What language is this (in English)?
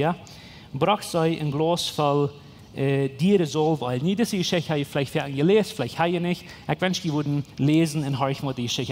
Plautdietsch